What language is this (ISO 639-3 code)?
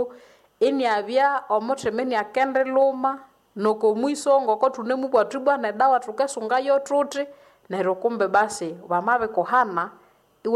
nnb